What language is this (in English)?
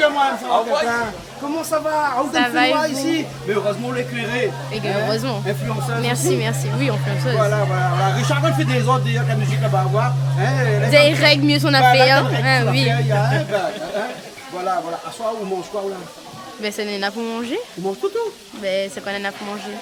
Réunion Creole French